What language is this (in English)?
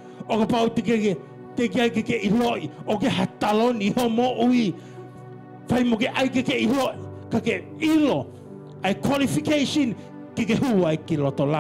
Tongan